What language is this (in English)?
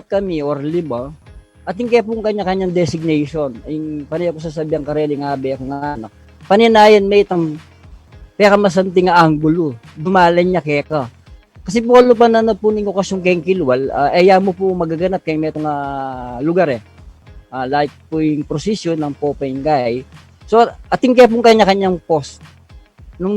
Pampanga